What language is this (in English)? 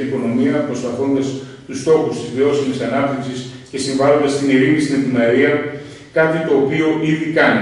Greek